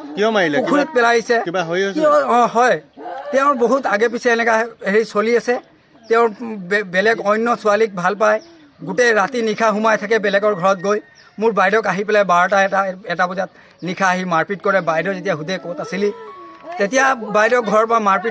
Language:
Assamese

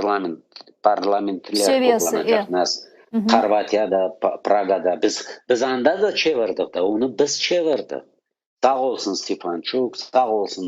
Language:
Crimean Tatar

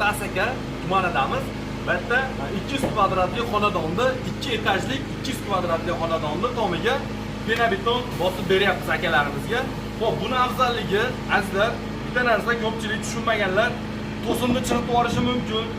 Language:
Uzbek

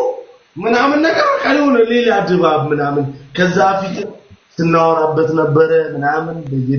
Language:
Amharic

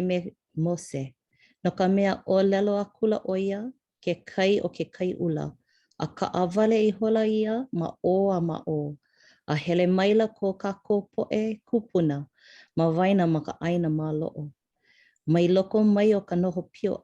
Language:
Hawaiian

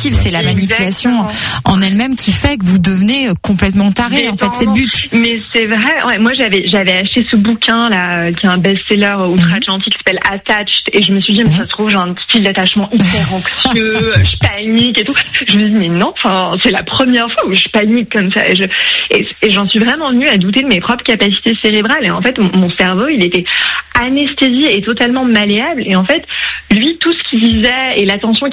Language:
French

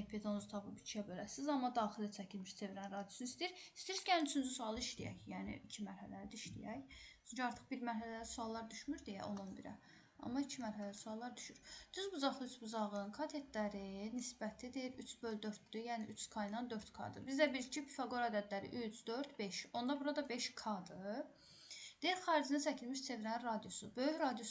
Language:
Azerbaijani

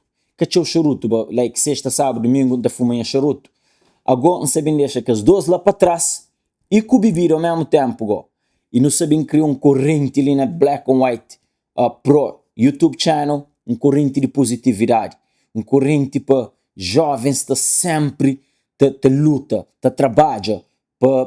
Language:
Kabuverdianu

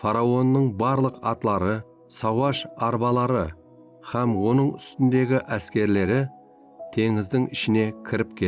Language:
Kara-Kalpak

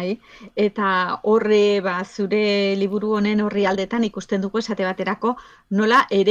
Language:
Basque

